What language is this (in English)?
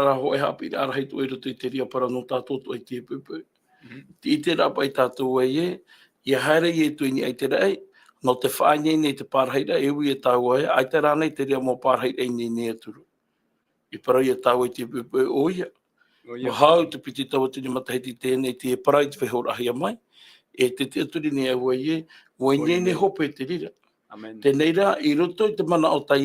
Tahitian